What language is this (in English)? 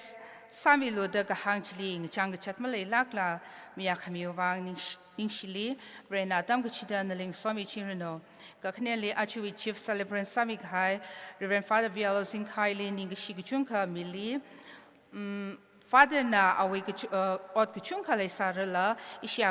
Tangkhul Naga (India)